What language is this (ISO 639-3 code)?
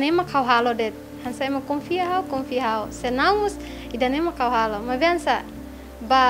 tet